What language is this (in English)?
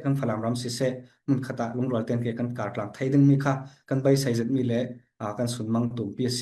Falam Chin